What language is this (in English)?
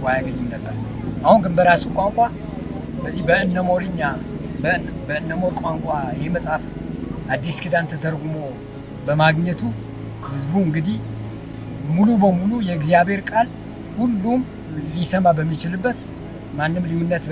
Amharic